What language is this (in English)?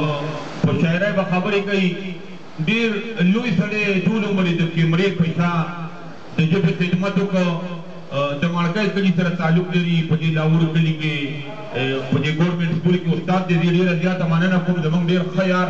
Pashto